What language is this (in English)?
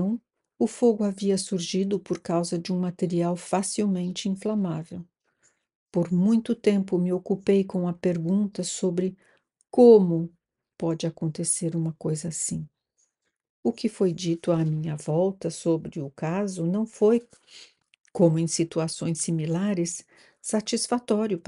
Portuguese